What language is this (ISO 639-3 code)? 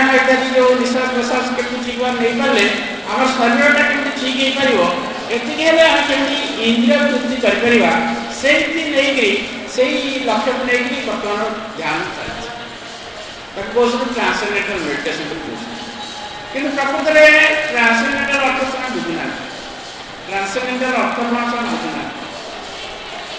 ori